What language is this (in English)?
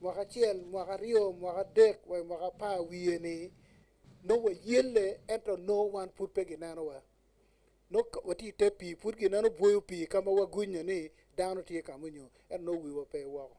Acoli